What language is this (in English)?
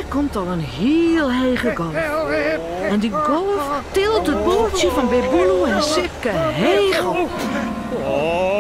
Western Frisian